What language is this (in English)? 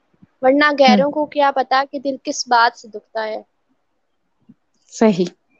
Urdu